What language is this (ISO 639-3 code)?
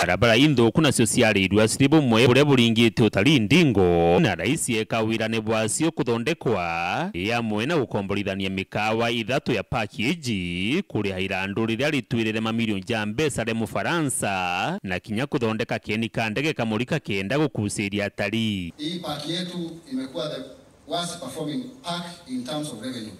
mer